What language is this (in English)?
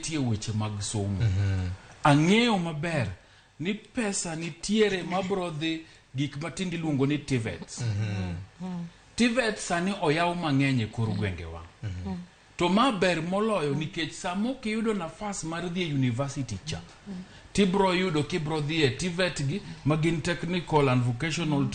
Luo (Kenya and Tanzania)